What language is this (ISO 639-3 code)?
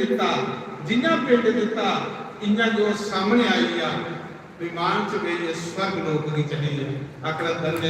doi